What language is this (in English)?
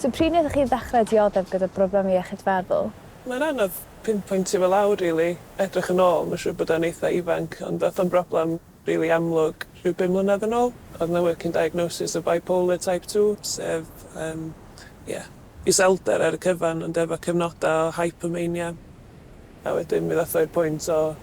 Welsh